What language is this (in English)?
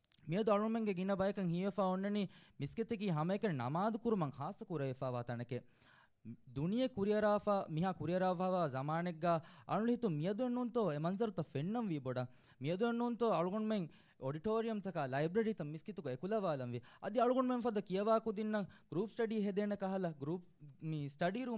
Divehi